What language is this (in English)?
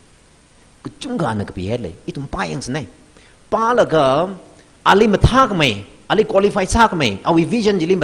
Tangkhul Naga (India)